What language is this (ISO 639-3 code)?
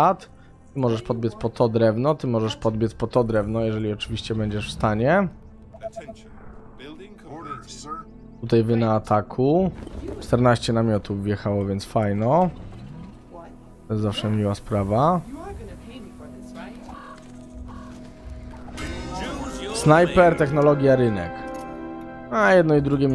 pol